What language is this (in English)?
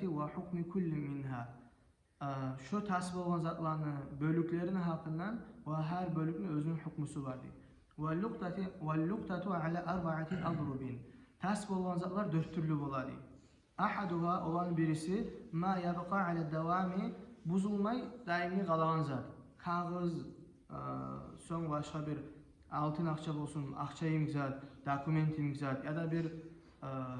Kumyk